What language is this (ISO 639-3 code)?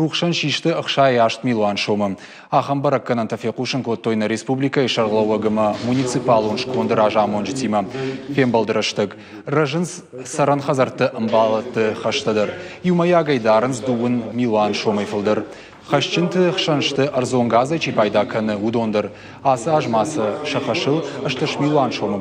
oss